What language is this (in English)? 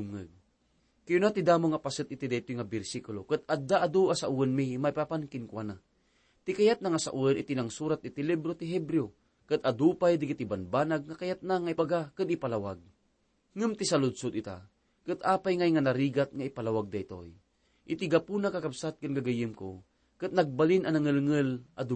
Iloko